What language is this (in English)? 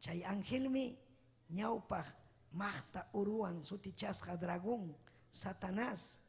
Ayacucho Quechua